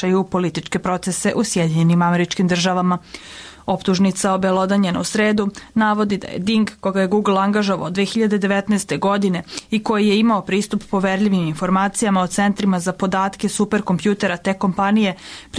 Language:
Serbian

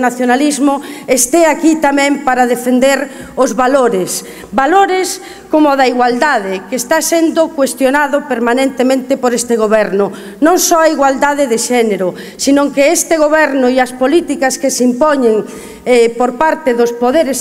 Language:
Galician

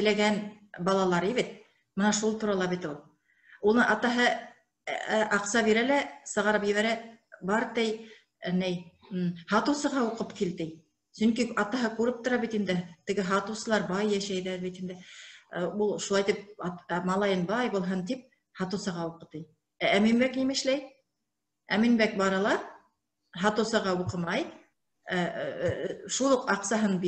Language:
Bashkir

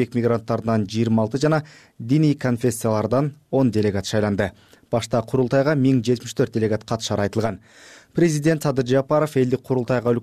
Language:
Kyrgyz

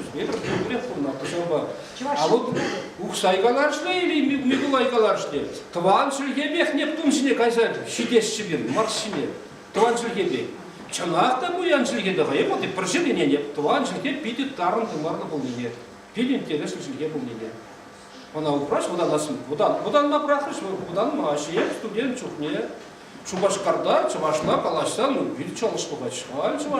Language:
Chuvash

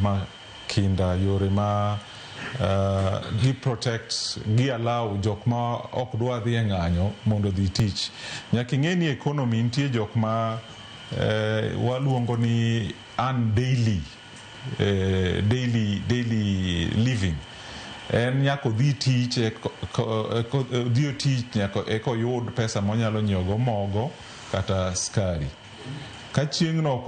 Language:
Luo (Kenya and Tanzania)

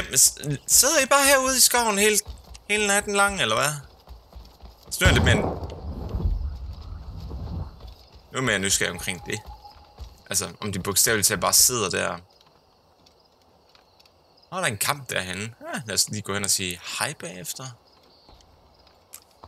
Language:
Danish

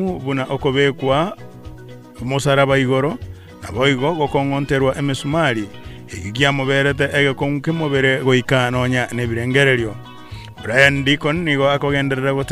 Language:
Gusii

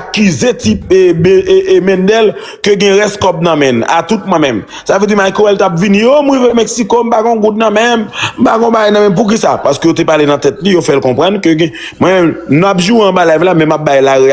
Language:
Haitian Creole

